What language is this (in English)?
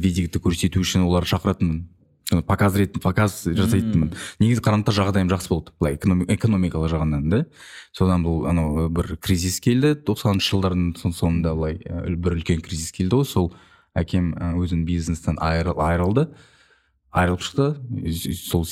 Kazakh